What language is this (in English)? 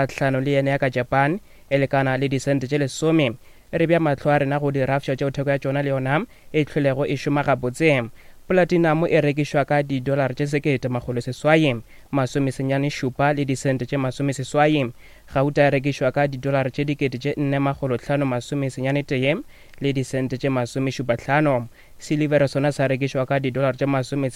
Northern Sotho